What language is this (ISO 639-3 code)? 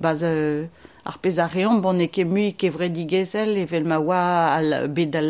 bre